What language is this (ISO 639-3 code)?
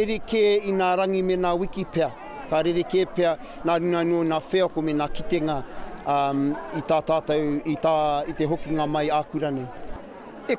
mri